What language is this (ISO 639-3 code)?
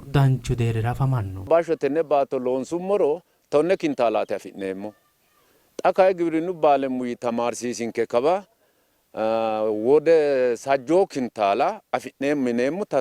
sid